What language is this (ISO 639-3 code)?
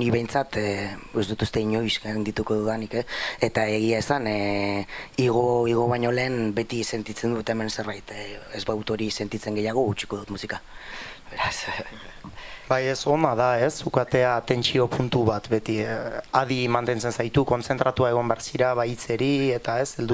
eus